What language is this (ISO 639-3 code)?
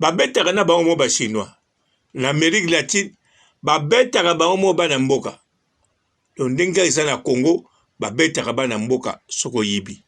lin